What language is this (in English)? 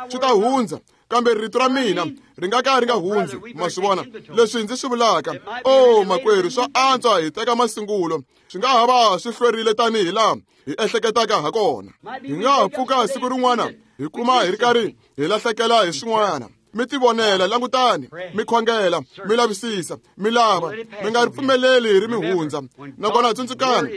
Tsonga